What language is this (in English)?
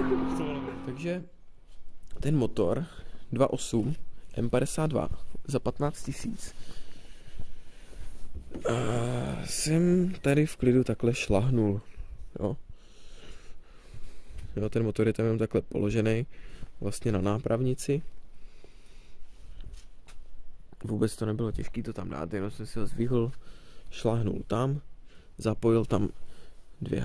Czech